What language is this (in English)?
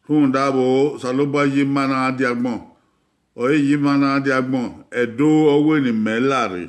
Bini